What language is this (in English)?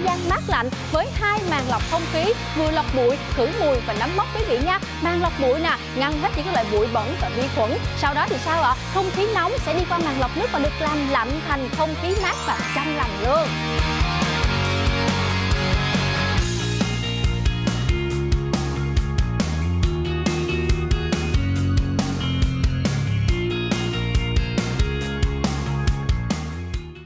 Vietnamese